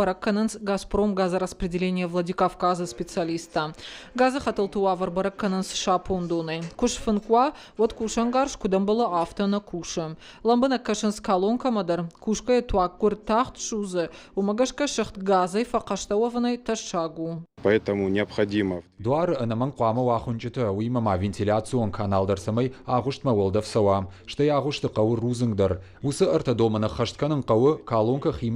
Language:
Ossetic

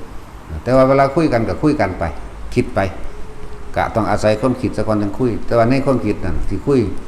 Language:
Northeastern Thai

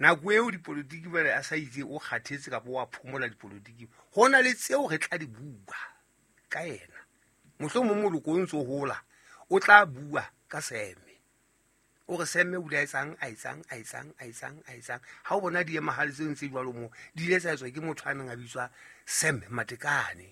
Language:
Southern Sotho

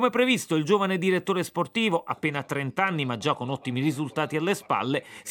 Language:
Italian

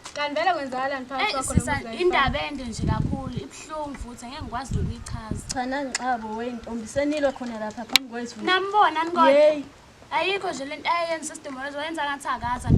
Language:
Zulu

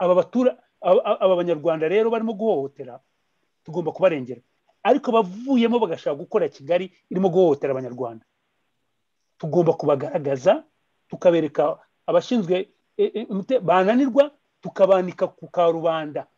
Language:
Kinyarwanda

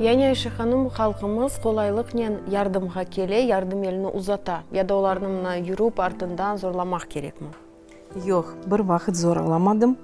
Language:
Crimean Tatar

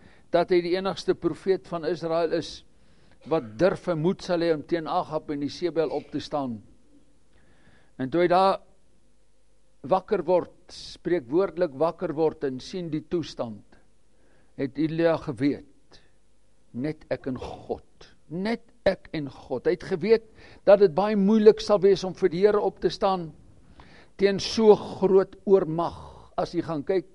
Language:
Afrikaans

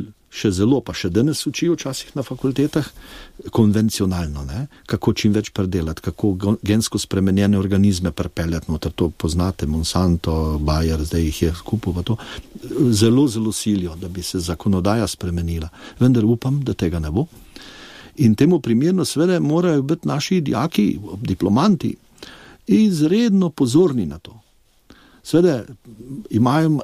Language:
Slovenian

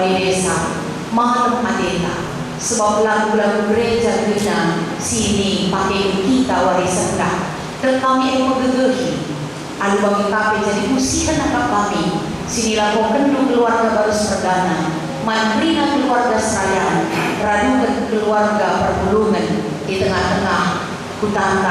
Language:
Batak Karo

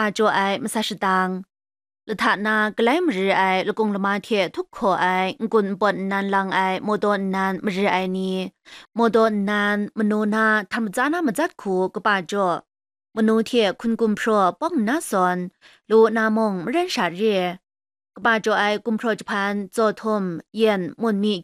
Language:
Kachin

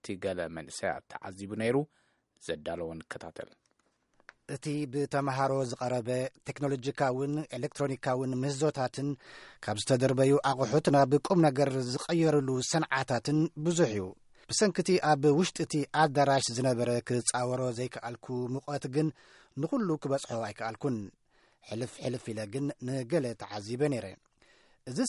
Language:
Tigrinya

